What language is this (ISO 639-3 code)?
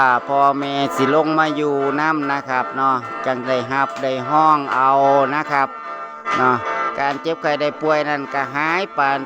tts